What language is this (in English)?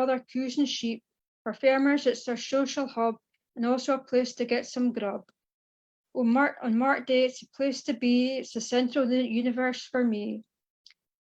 Scots